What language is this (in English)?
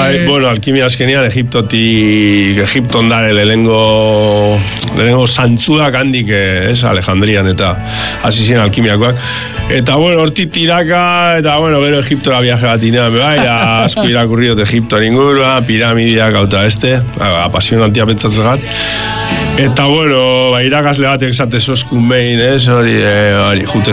Basque